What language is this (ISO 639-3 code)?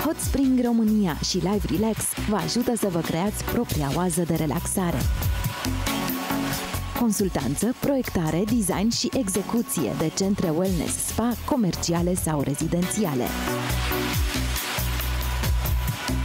ron